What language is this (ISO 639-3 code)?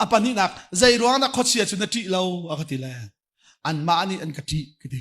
cnh